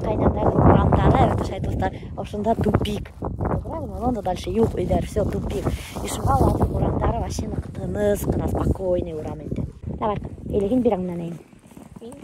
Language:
Bashkir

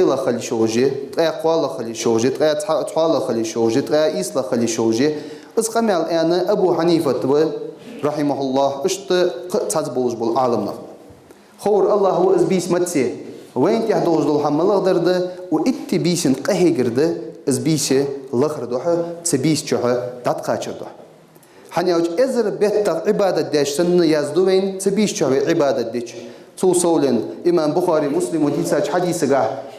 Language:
Ingush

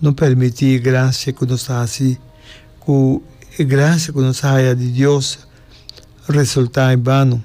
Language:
Papiamento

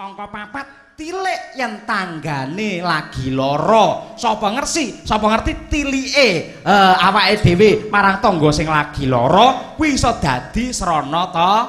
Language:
Javanese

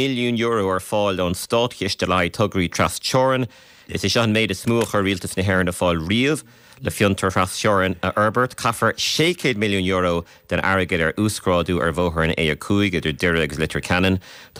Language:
Irish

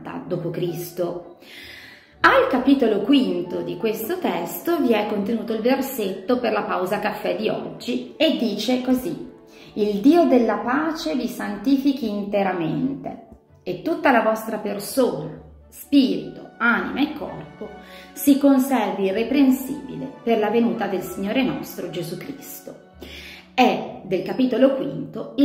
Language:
Italian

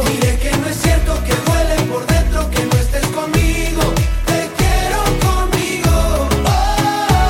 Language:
Spanish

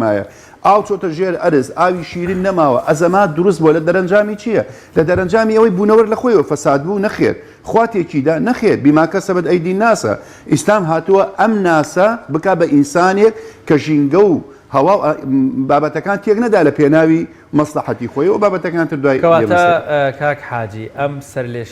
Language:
Central Kurdish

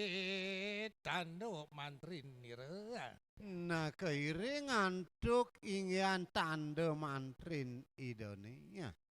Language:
Balinese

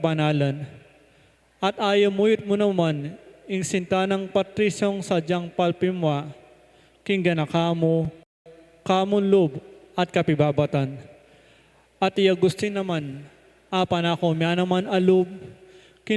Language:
Pampanga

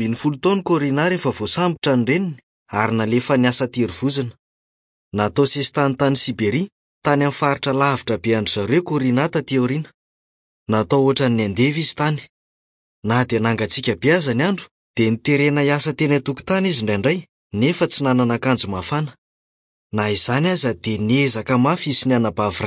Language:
Malagasy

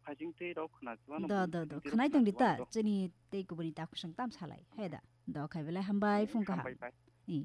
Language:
Kok Borok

